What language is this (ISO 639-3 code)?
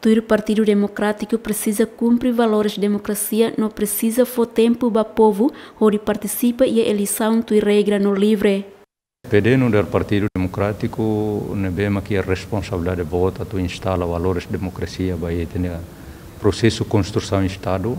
tet